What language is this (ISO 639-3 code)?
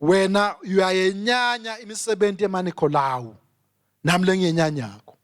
ssw